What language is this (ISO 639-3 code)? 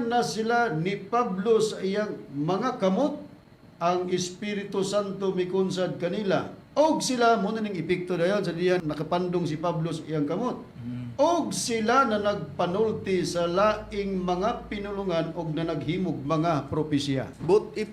ceb